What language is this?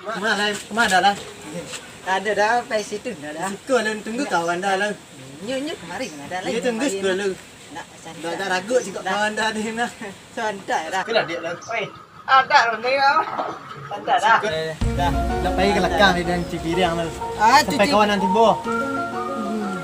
Minangkabau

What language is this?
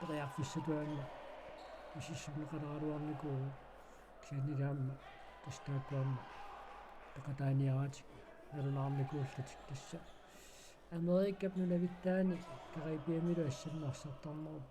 Kalaallisut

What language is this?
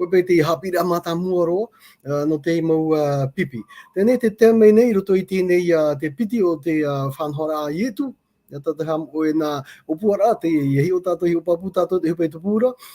Tahitian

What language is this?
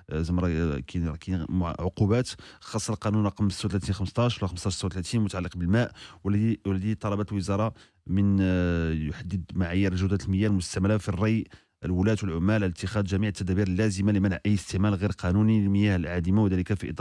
Moroccan Arabic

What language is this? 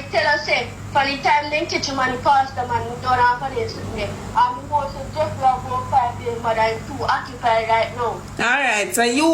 Jamaican Creole English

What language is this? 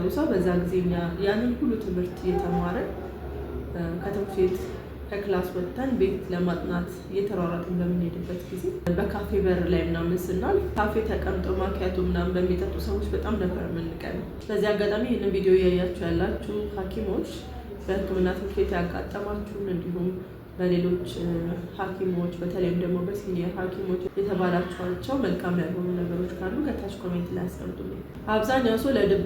Amharic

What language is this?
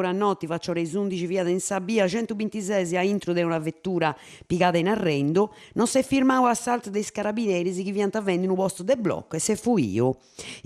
Sardinian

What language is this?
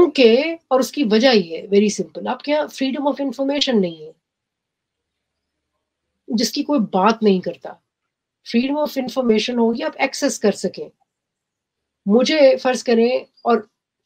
Urdu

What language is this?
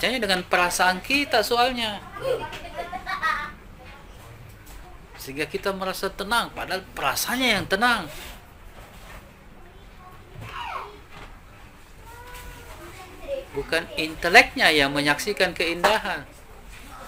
Indonesian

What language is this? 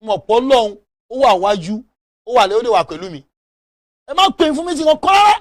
Yoruba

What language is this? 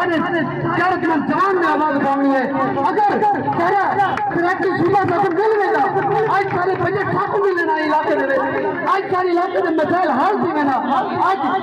Saraiki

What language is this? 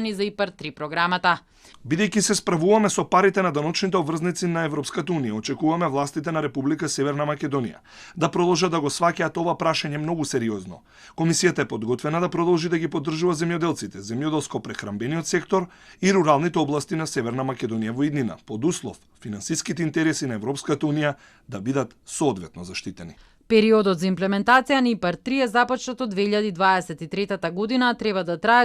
Macedonian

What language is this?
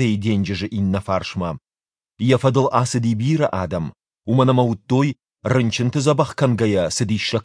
Ossetic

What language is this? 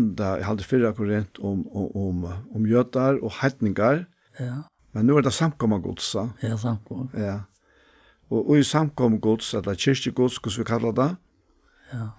Faroese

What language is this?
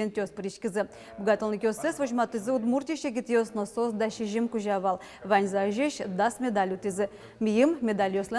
Udmurt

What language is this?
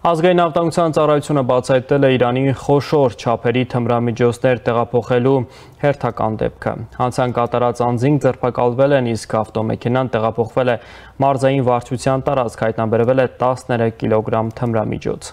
Armenian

